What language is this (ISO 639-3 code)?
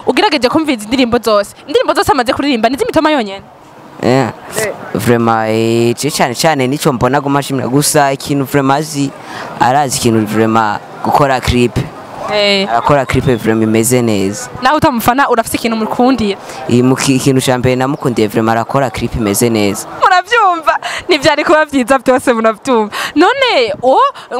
run